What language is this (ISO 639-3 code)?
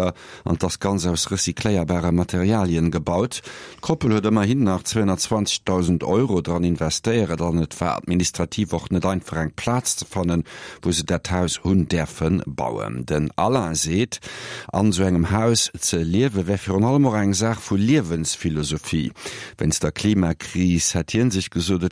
ltz